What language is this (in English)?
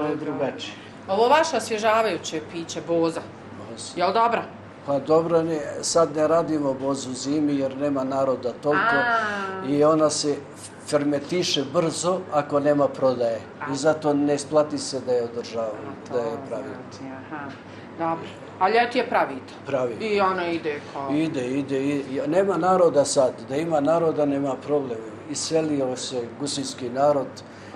Bosnian